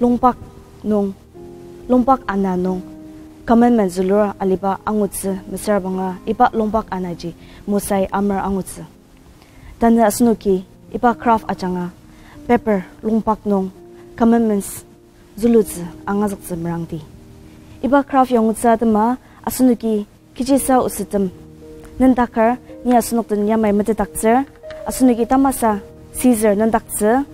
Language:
Ao Naga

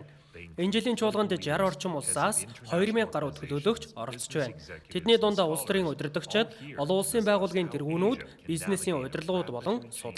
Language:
Mongolian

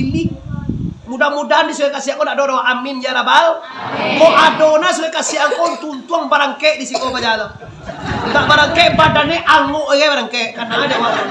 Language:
Minangkabau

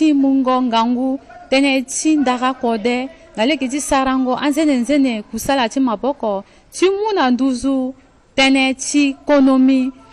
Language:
Sango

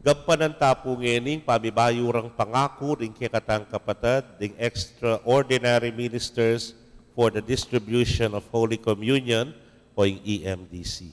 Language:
Pampanga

